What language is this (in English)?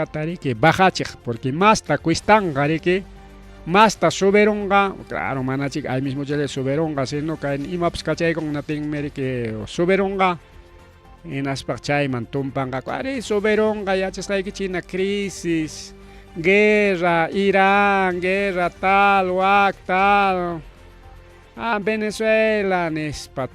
Ayacucho Quechua